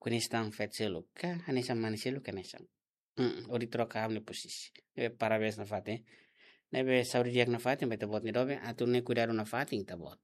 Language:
Tetum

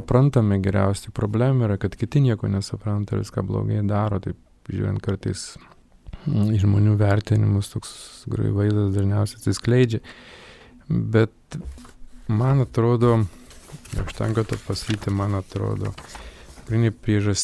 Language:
Lithuanian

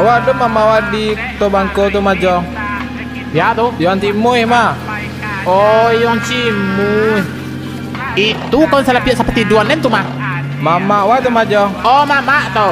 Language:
Minangkabau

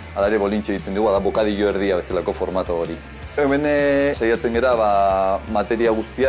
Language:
Basque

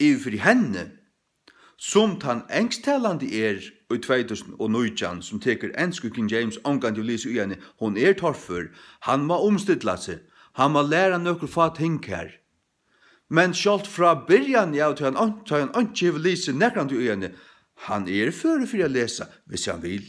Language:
Faroese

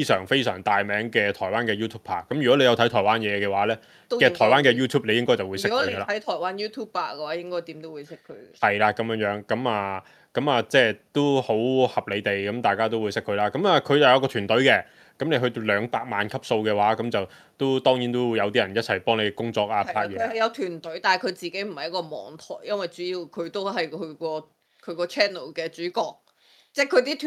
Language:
Cantonese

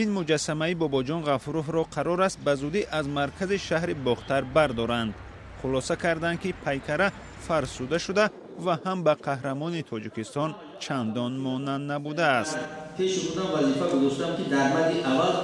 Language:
Tajik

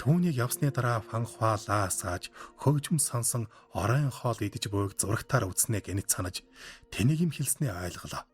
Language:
Mongolian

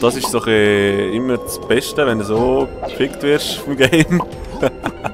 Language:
Swiss German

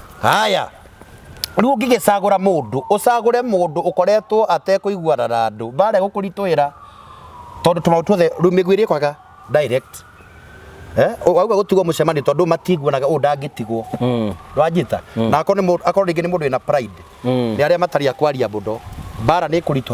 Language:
Kikuyu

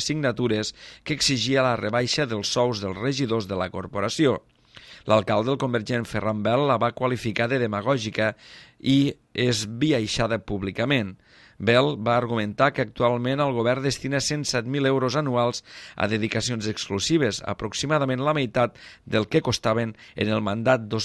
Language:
Catalan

